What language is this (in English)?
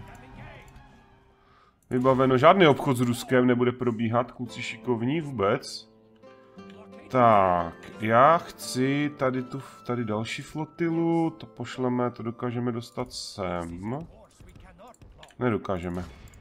Czech